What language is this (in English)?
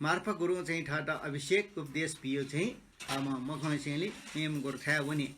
Newari